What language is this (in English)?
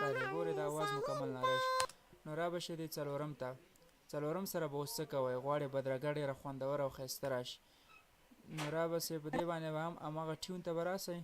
Pashto